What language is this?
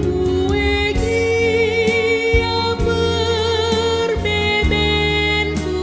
Batak Karo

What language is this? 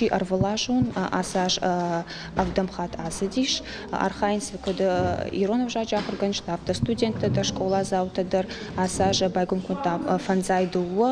Ossetic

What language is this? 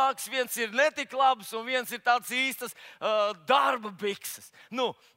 Latvian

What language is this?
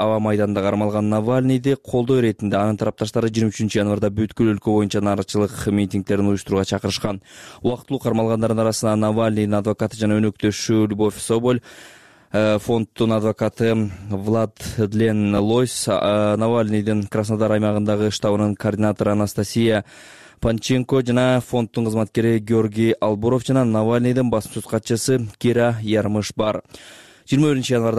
Kyrgyz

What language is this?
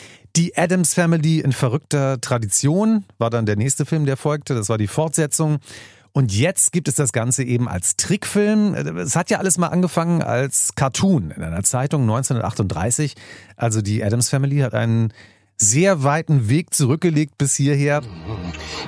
German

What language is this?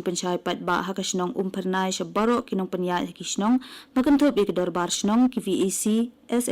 Khasi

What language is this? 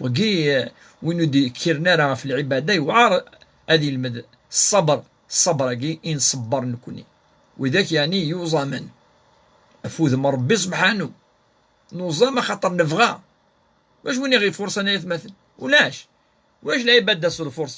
Kabyle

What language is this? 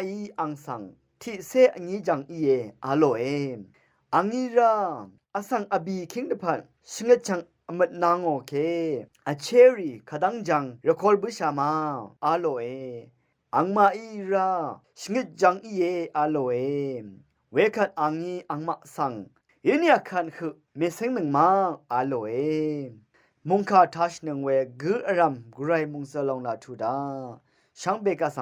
Rawang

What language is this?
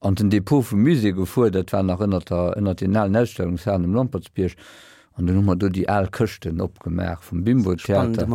Luxembourgish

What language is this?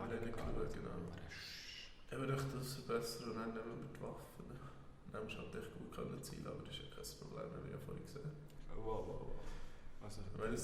Swiss German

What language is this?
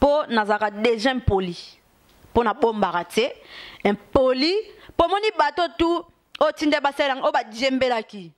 Lingala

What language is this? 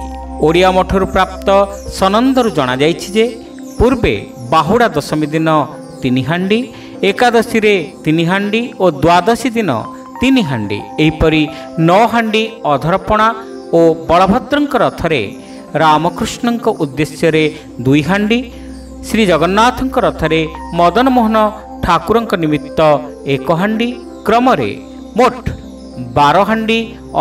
Odia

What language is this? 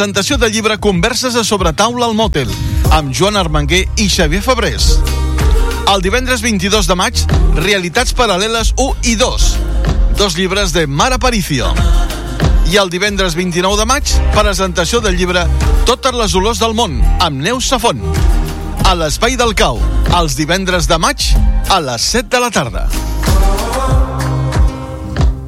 Catalan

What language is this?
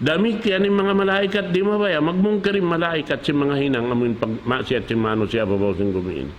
Tausug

